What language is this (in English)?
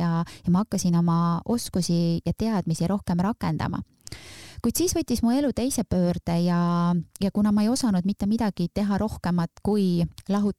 Estonian